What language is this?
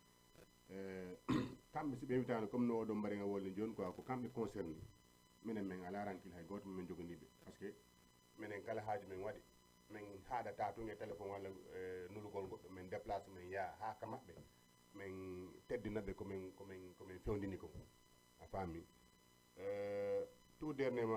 Fula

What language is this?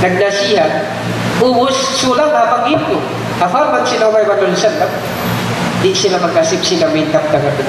Tausug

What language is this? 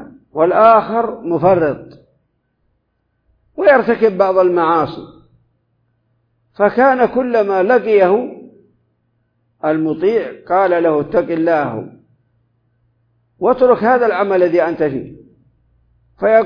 Arabic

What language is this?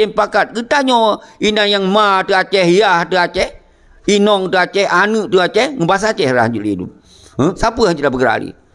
Achinese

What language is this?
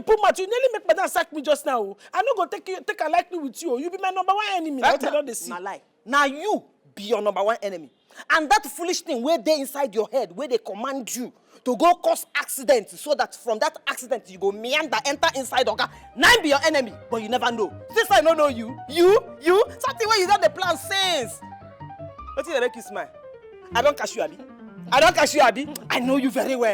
Nigerian Pidgin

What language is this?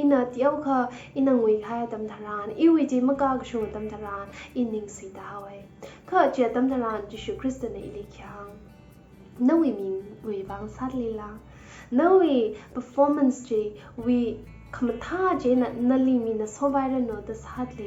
Tangkhul Naga (India)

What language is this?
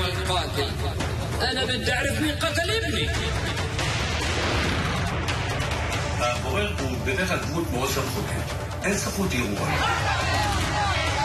Hebrew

